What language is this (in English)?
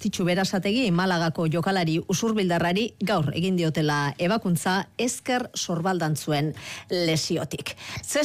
Basque